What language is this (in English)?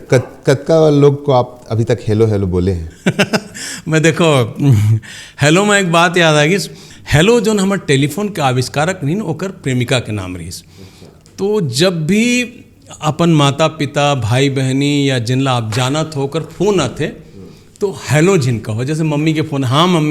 Chhattisgarhi